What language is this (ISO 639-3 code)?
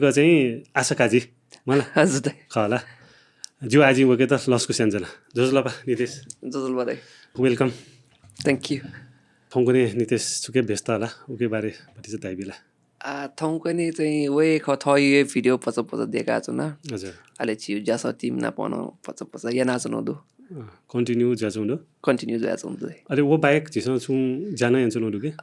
new